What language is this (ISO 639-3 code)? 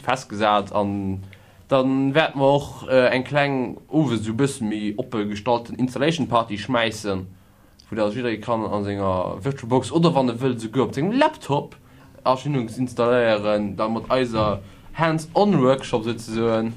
ltz